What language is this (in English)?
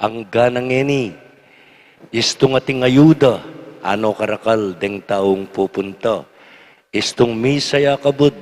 Pampanga